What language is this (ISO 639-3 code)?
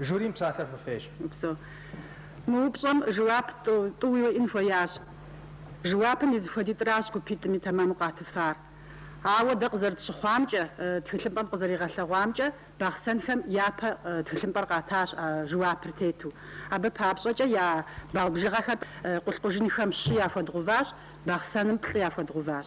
kbd